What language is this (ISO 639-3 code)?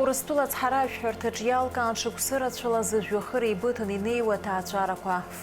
abk